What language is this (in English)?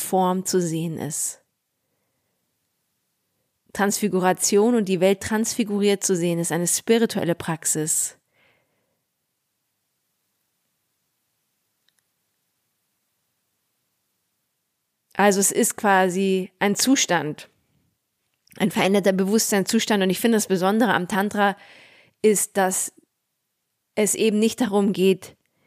German